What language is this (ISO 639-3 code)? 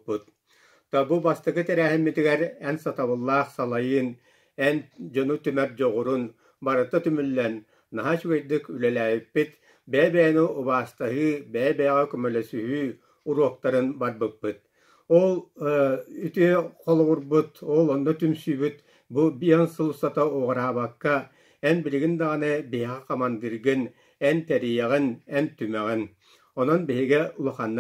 sah